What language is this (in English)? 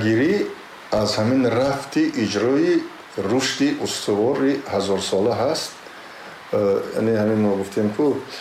Tajik